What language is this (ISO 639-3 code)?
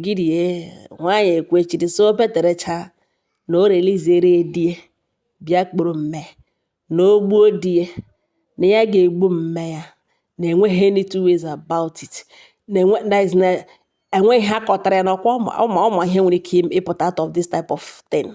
ibo